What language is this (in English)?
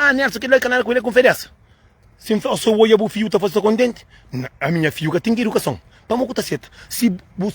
Kabuverdianu